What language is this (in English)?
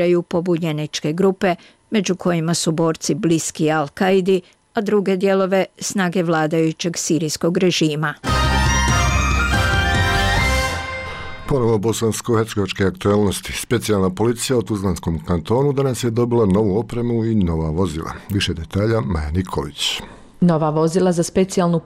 Bosnian